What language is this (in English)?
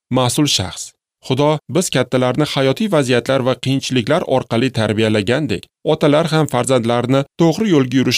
Uzbek